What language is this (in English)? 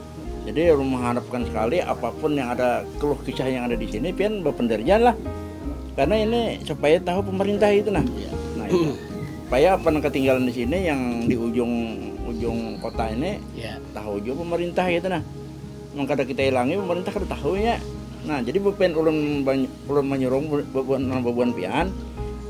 Banjar